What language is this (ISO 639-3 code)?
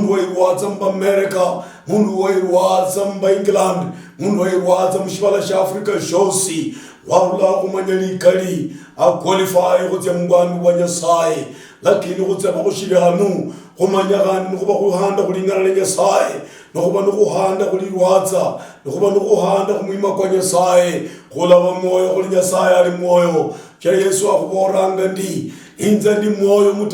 luy